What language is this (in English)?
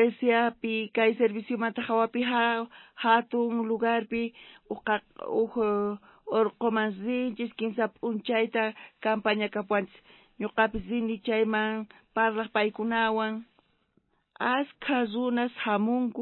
South Bolivian Quechua